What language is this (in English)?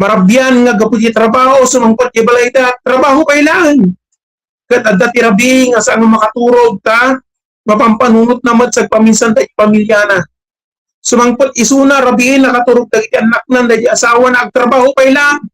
Iloko